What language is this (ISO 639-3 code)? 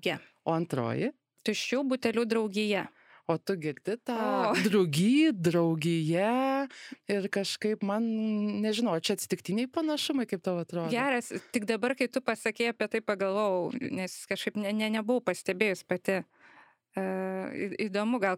lit